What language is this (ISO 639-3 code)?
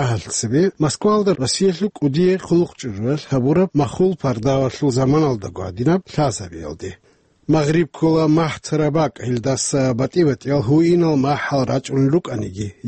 ava